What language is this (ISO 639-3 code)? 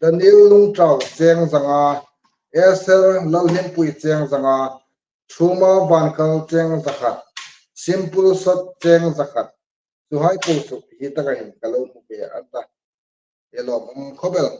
hmr